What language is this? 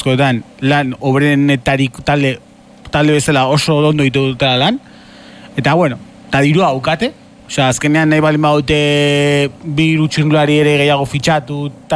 Basque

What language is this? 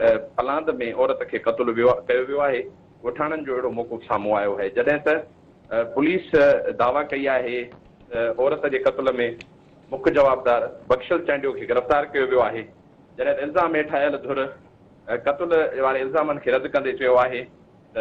Sindhi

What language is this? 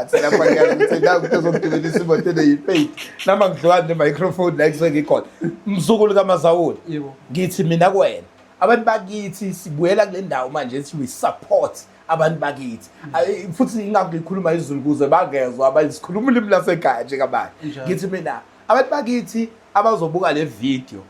Zulu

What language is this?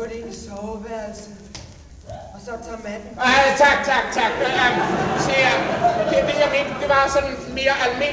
Danish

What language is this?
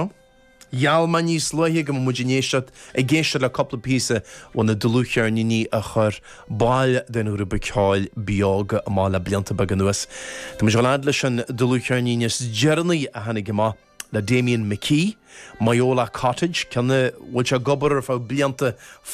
Irish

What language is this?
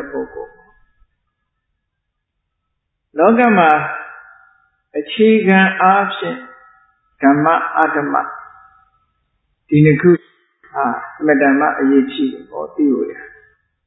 Burmese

